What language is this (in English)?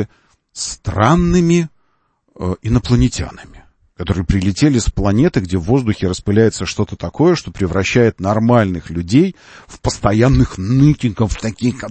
Russian